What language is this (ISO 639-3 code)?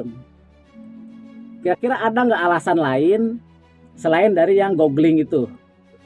ind